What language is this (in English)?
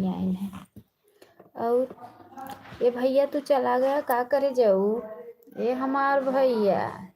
Awadhi